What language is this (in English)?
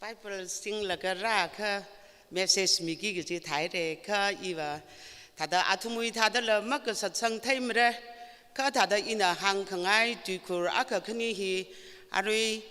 Tangkhul Naga (India)